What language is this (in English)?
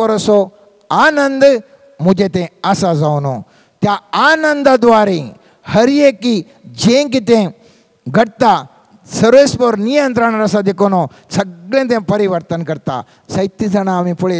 Konkani